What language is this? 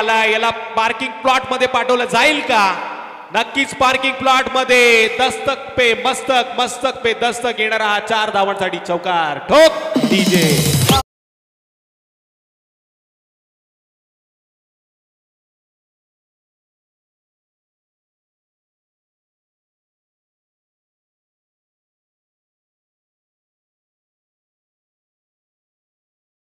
Marathi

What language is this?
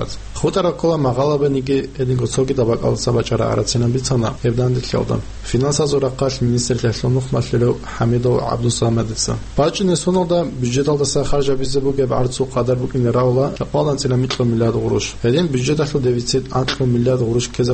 Avaric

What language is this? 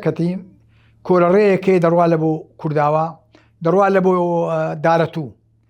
Central Kurdish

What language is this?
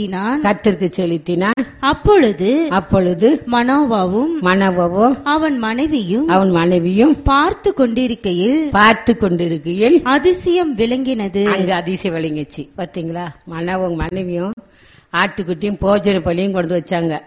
Tamil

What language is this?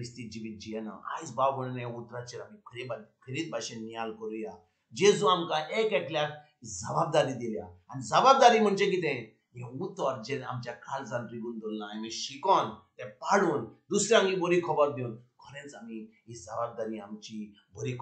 Konkani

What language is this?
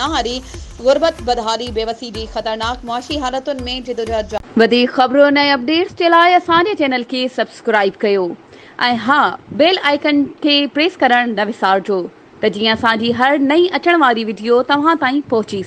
Sindhi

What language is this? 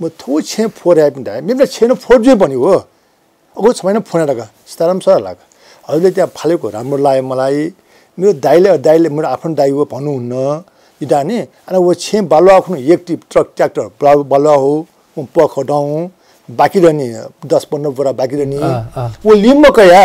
Newari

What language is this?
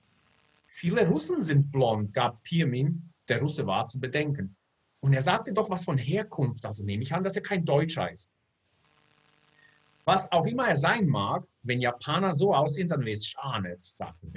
German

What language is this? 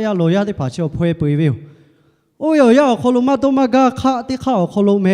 Lahu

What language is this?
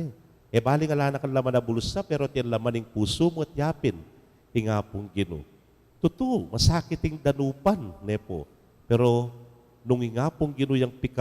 Pampanga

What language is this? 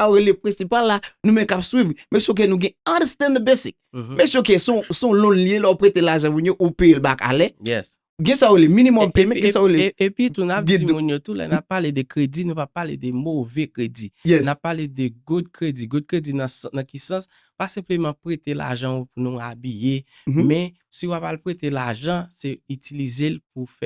Haitian Creole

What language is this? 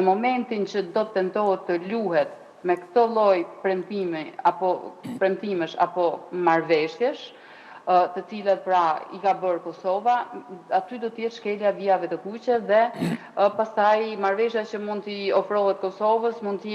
Albanian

